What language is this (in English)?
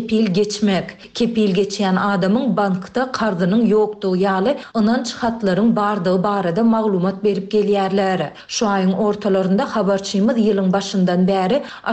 Turkmen